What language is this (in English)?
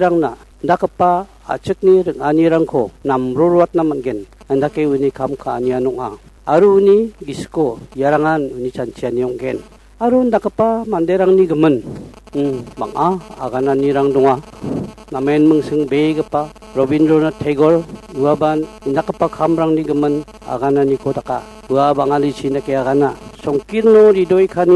Garo